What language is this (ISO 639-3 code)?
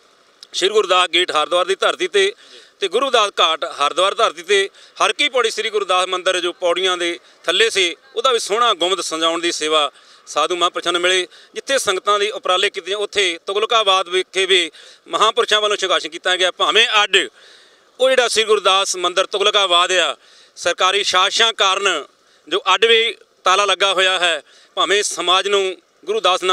pan